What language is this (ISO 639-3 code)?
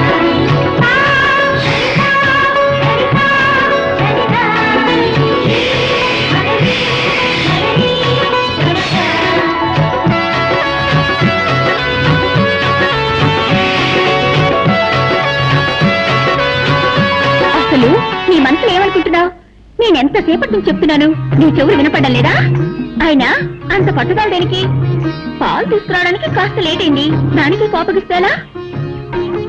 tel